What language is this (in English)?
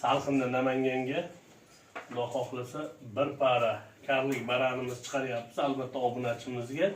Uzbek